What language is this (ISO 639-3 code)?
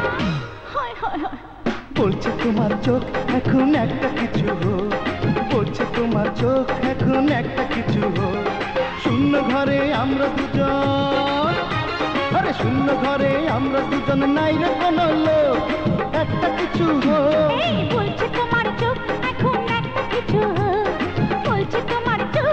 ben